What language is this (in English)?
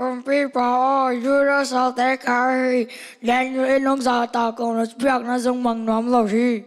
Tedim Chin